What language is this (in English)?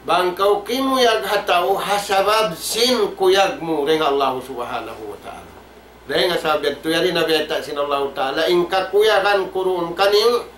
Tausug